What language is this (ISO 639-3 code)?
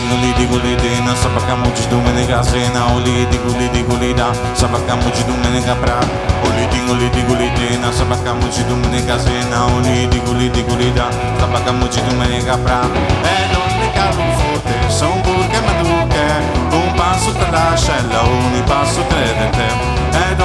srd